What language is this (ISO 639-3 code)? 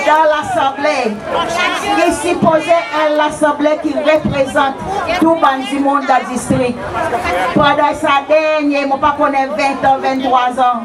crs